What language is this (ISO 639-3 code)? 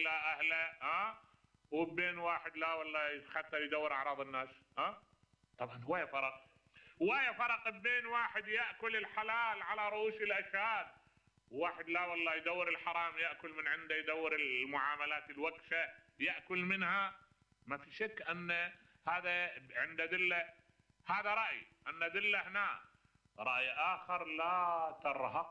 acm